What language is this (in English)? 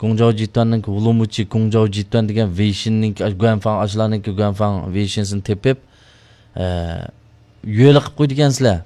Uyghur